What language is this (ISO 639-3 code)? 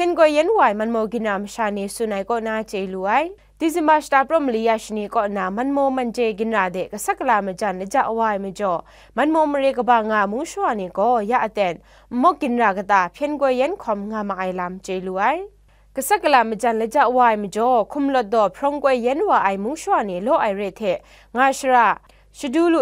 kac